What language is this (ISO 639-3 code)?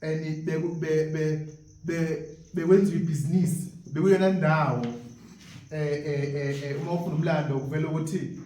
zul